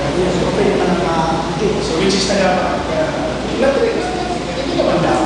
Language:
Bikol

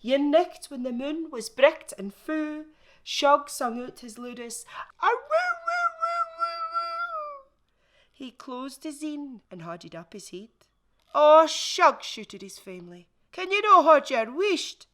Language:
Scots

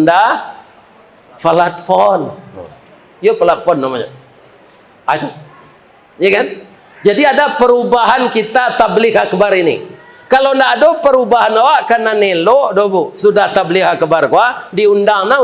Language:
Minangkabau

